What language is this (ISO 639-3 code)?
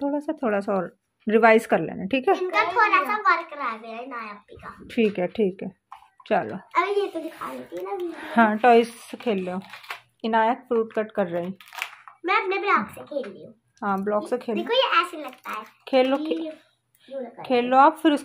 hin